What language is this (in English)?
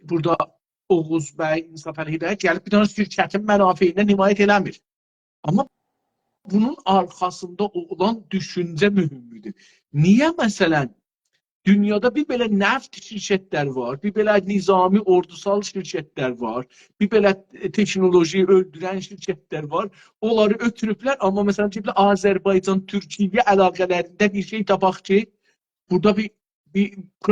South Azerbaijani